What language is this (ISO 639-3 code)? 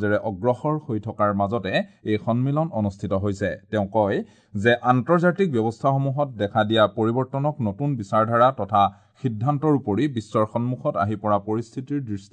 asm